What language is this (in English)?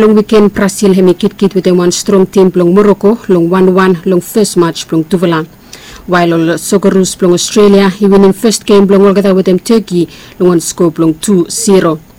Bislama